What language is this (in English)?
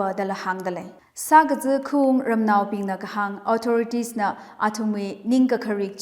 Tangkhul Naga (India)